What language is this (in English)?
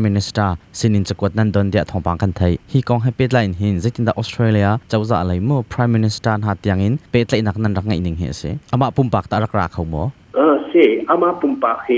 Hakha Chin